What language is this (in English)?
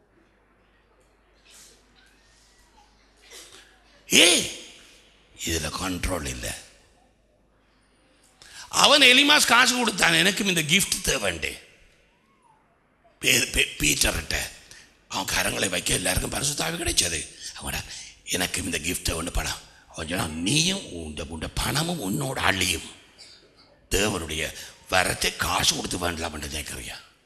Tamil